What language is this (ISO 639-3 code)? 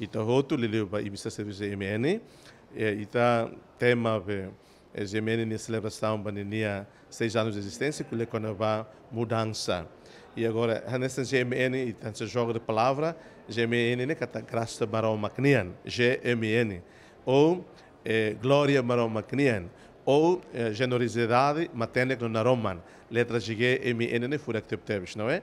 tet